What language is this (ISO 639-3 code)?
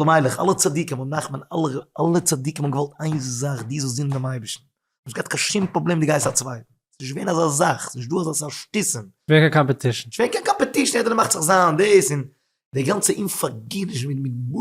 yid